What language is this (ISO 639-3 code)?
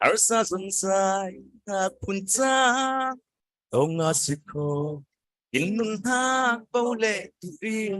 cfm